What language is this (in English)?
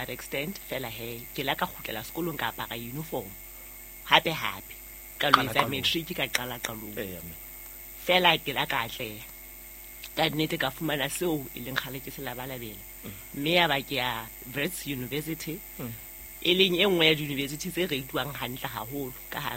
Southern Sotho